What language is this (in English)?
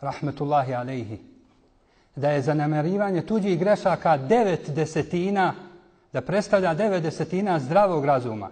Bosnian